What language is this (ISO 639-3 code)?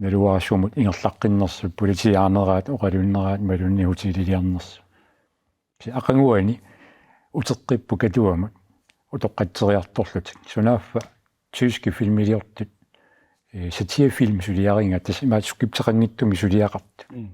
kal